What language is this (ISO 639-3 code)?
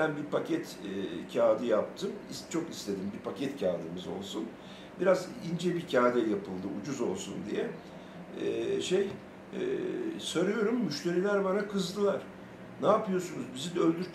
tur